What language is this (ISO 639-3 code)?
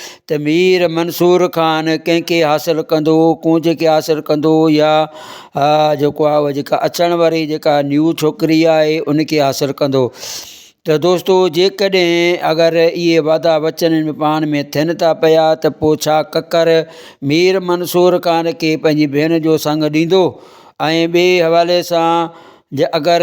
snd